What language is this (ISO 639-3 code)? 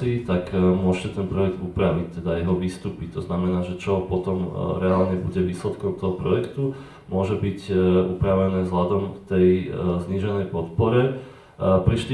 slk